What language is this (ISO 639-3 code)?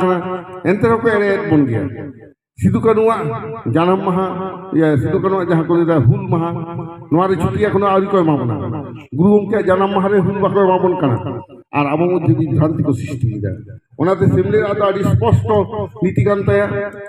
sat